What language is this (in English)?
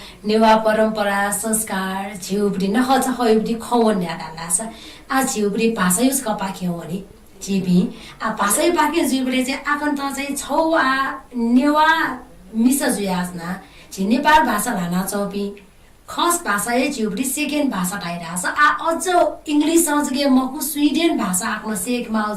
Newari